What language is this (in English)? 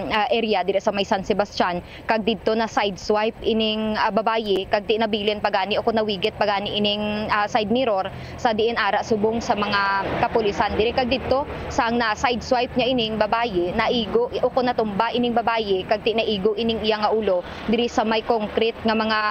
Hiligaynon